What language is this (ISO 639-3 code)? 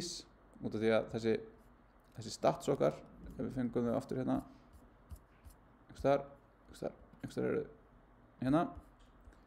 isl